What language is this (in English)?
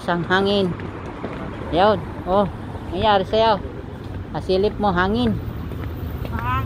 Filipino